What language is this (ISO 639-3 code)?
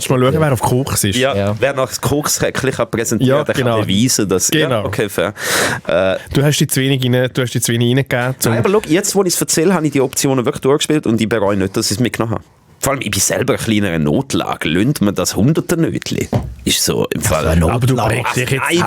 gsw